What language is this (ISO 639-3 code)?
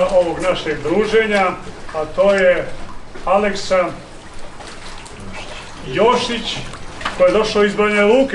srp